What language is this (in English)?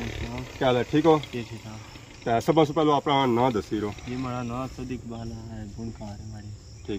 Pahari-Potwari